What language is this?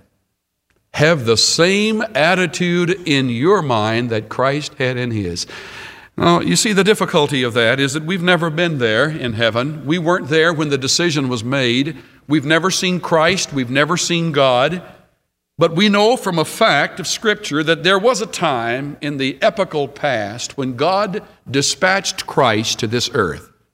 English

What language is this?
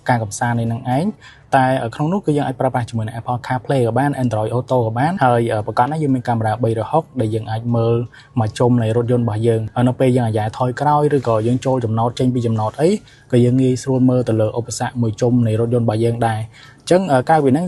Khmer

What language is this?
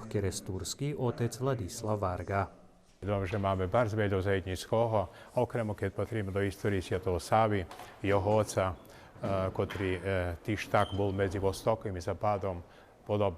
Rusyn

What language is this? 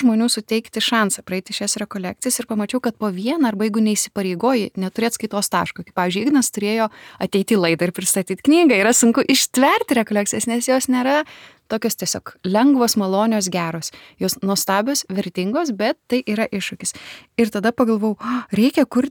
Lithuanian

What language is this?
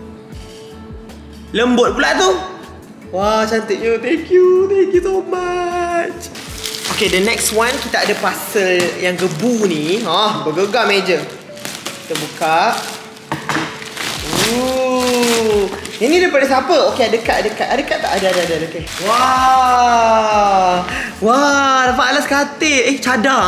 Malay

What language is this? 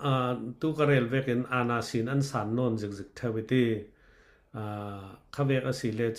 Falam Chin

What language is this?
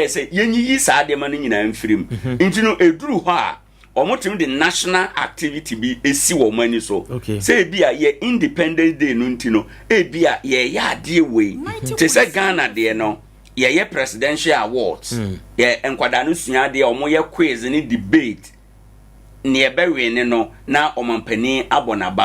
Akan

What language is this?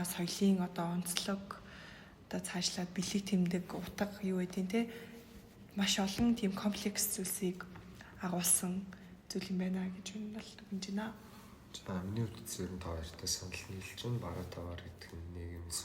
Mongolian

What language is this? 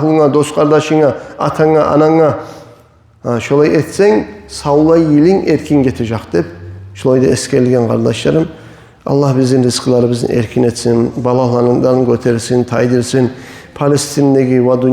Kumyk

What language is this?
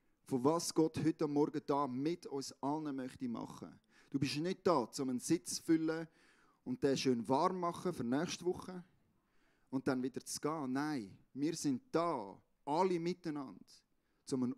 Swiss German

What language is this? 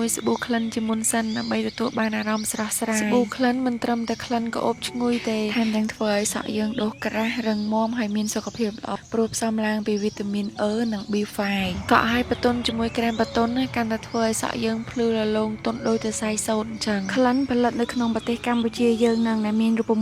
Khmer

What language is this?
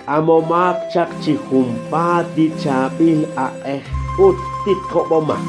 Kekchí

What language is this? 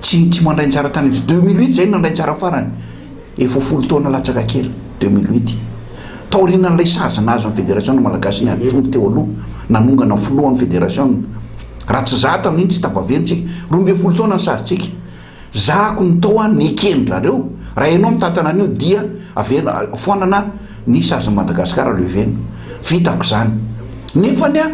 Malagasy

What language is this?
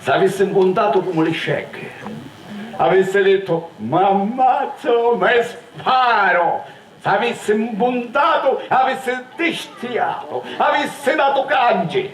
Sicilian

